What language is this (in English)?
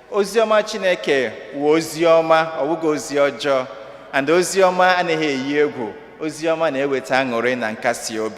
Igbo